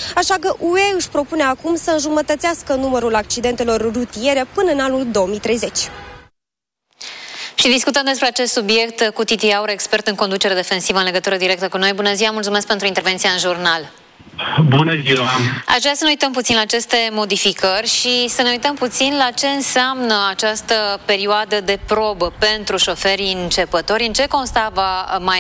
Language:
Romanian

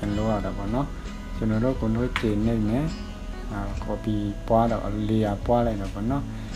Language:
Burmese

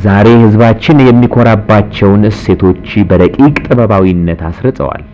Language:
Amharic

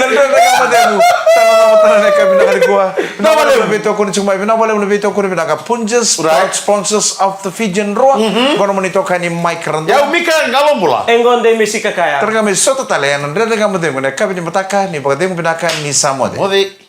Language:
Fijian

